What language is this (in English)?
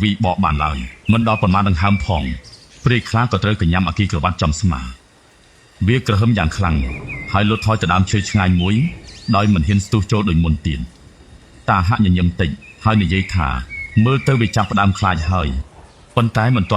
Khmer